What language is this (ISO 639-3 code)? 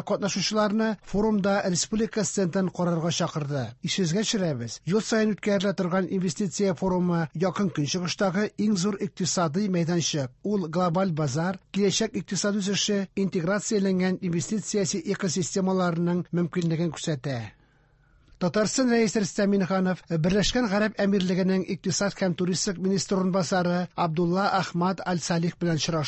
tat